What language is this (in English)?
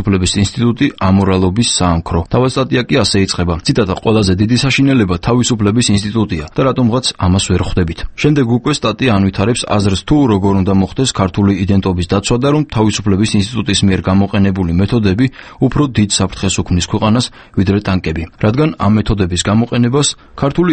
Georgian